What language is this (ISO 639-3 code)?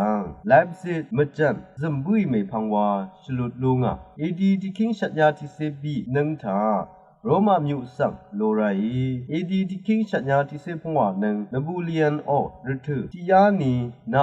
raw